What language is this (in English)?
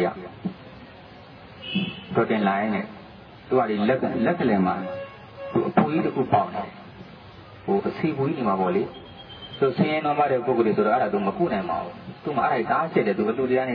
Burmese